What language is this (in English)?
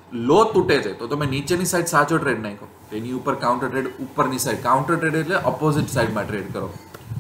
Gujarati